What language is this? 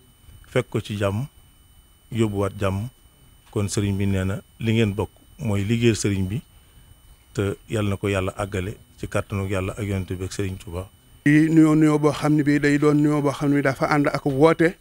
Wolof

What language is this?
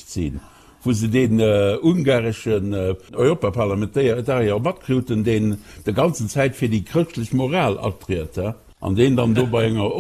Luxembourgish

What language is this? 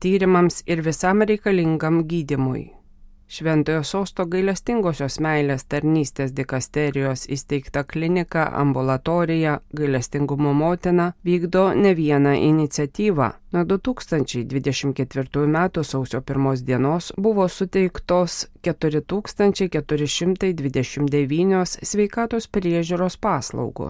Lithuanian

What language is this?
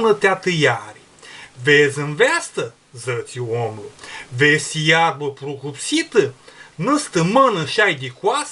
Aromanian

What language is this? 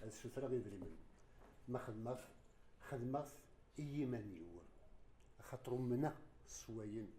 Kabyle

